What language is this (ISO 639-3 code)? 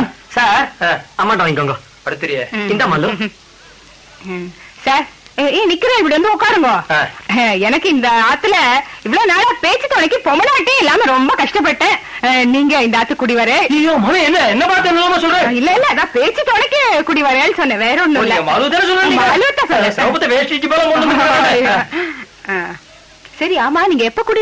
tam